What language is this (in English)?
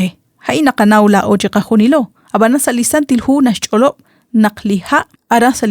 Kekchí